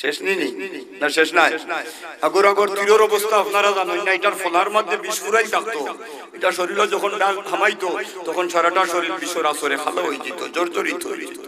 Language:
Sylheti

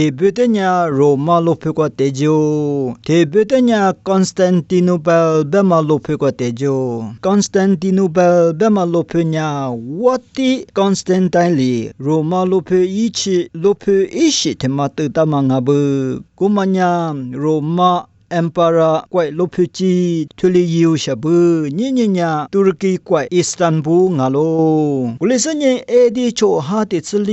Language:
Lisu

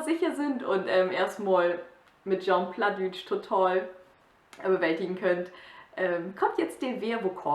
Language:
Low German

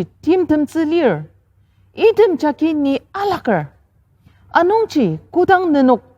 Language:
Ao Naga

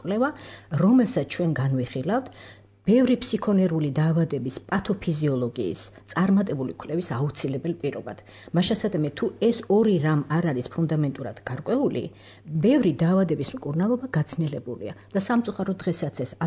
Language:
Georgian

